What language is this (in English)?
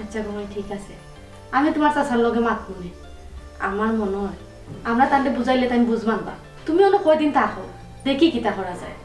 Sylheti